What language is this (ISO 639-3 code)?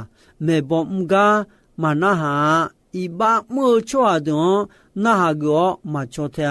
ahk